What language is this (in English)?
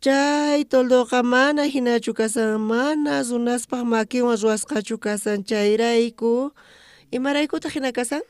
South Bolivian Quechua